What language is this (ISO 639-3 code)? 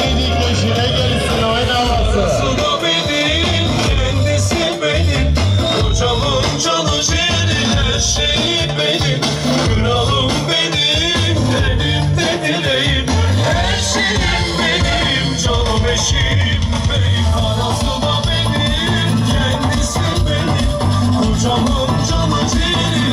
tur